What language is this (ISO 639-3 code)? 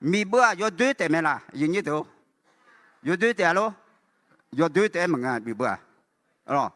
ahk